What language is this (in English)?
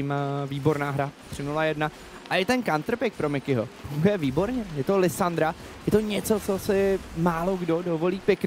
Czech